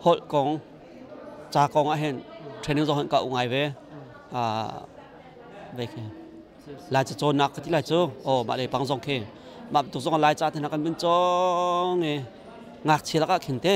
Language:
Hakha Chin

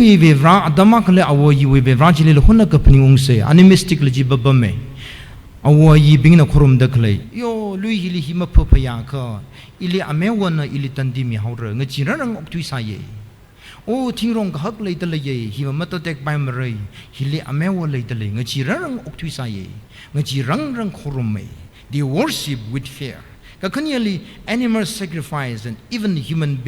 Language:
Tangkhul Naga (India)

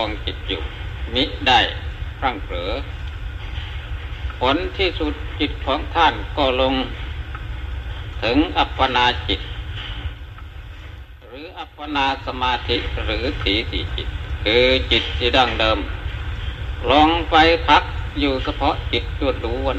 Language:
Thai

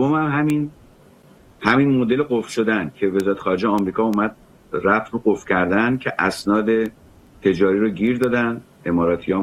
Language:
Persian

